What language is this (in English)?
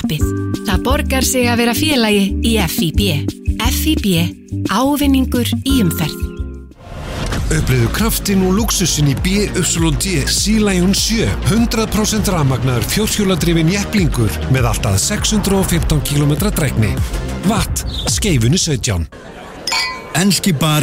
Icelandic